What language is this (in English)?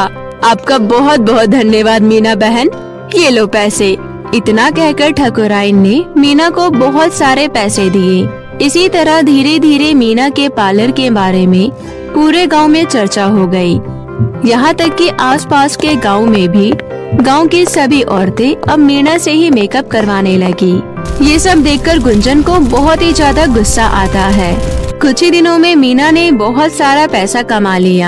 Hindi